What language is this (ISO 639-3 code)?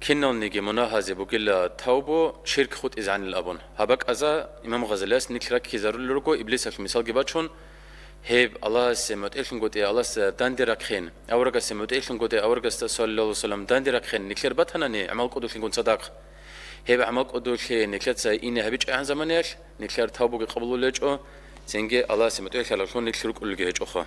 ava